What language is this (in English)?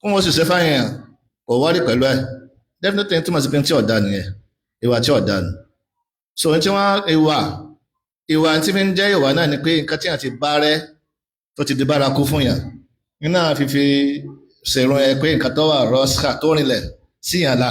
Yoruba